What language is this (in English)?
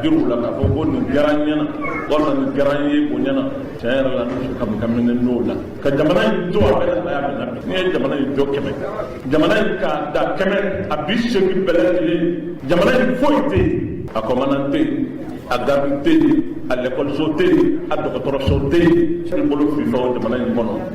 Bambara